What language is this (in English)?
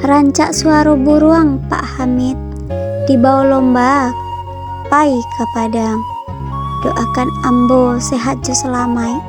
Minangkabau